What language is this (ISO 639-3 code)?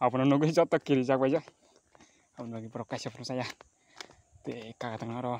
trp